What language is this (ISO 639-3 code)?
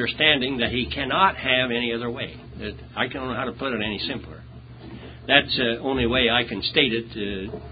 eng